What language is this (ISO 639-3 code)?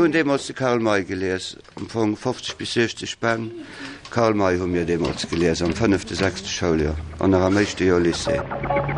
ltz